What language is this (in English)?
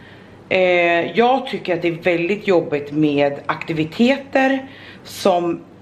Swedish